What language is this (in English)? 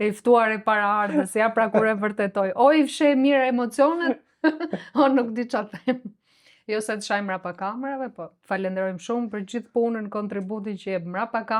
Albanian